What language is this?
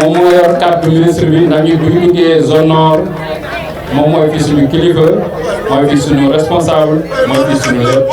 Wolof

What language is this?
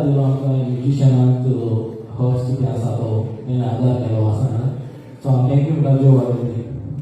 Konkani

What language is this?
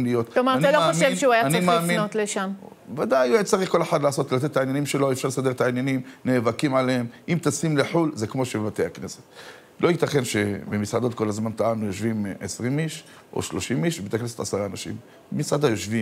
Hebrew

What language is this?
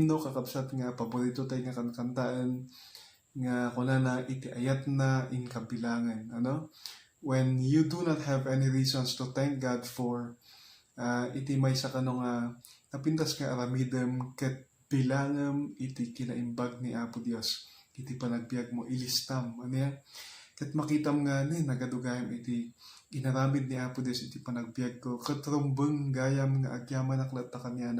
Iloko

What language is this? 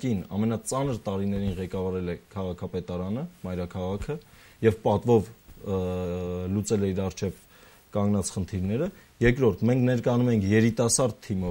Armenian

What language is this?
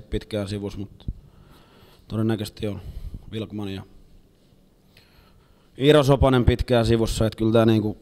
Finnish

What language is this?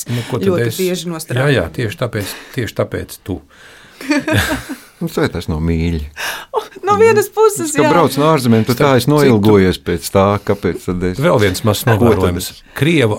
Latvian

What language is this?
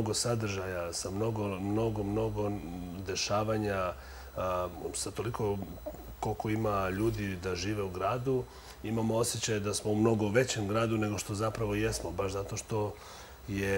Serbian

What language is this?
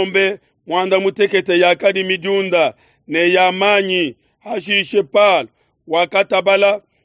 Luba-Lulua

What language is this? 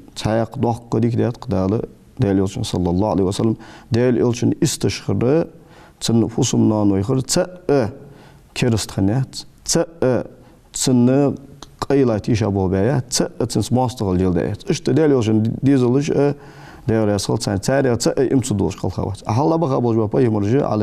Ingush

